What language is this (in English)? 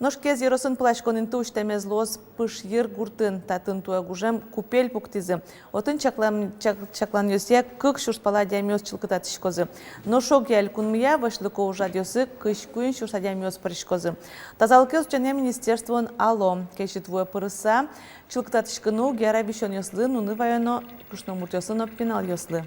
Udmurt